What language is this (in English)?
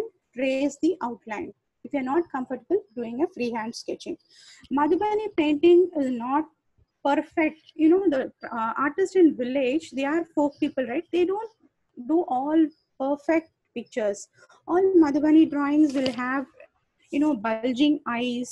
English